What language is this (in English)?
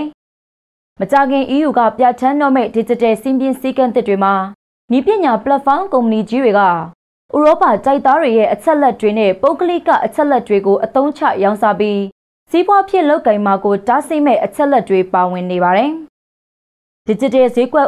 Burmese